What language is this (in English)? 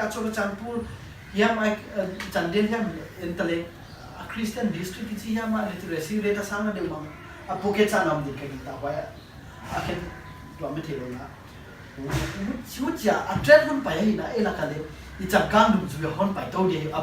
Paite Chin